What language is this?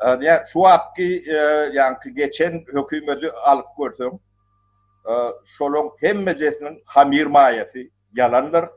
Turkmen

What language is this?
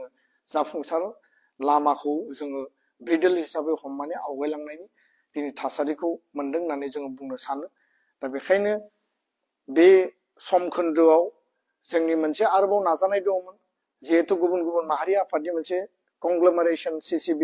Bodo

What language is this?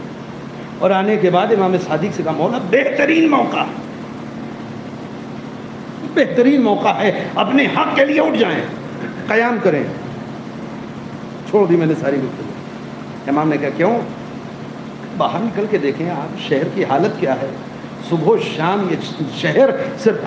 Urdu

